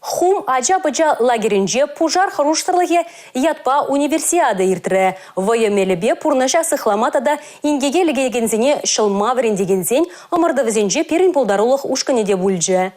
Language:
Chuvash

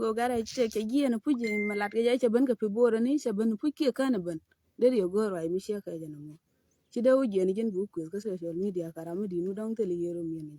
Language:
Nuer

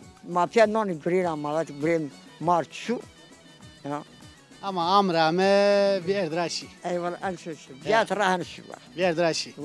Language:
Zaza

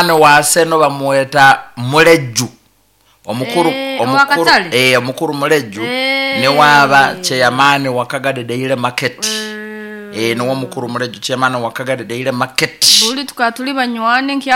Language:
Nyoro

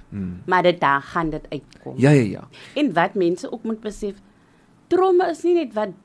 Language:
Afrikaans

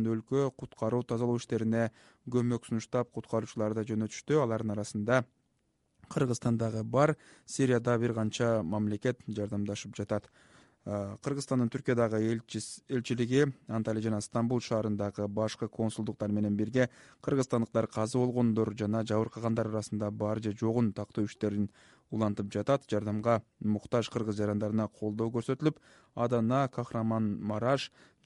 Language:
Kyrgyz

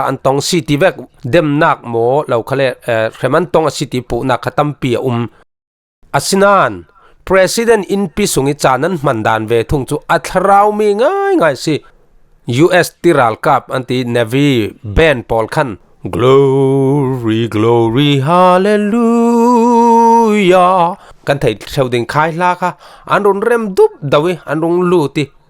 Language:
Falam Chin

